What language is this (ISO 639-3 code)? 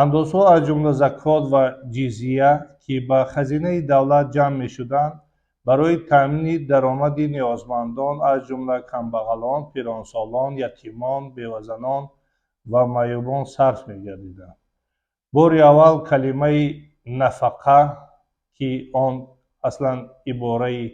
tgk